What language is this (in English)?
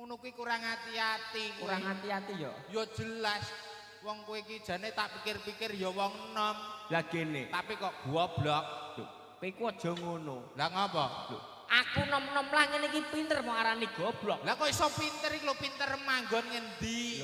Javanese